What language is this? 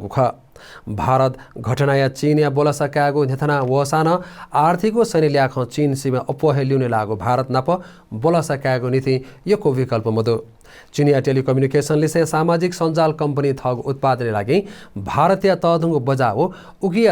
Newari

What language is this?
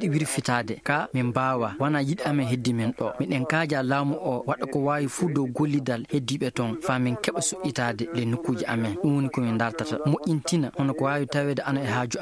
Maasina Fulfulde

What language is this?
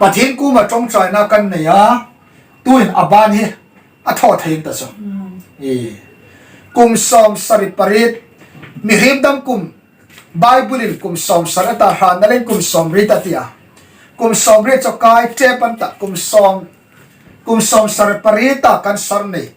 Hmar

